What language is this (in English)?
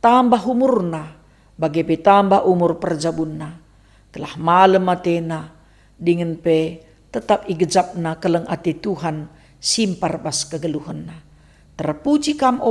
Batak Karo